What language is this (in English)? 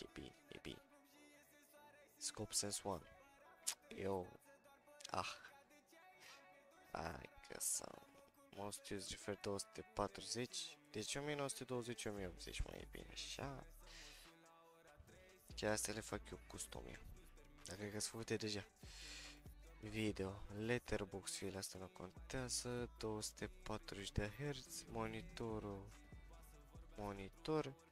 Romanian